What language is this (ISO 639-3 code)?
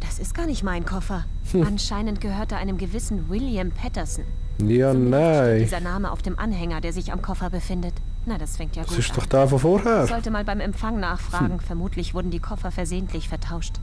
gsw